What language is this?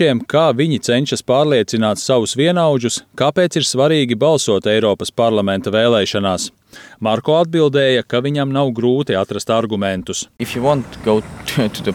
Latvian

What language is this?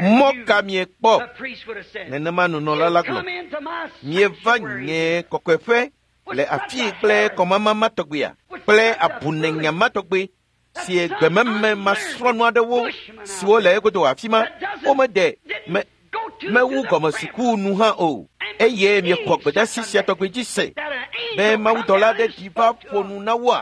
Ewe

